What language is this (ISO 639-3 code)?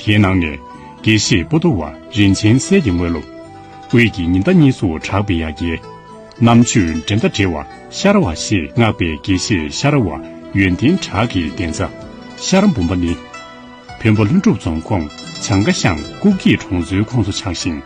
bod